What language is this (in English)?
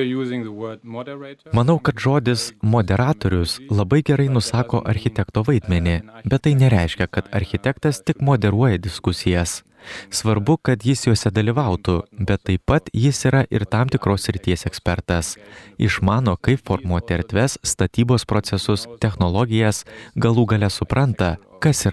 Lithuanian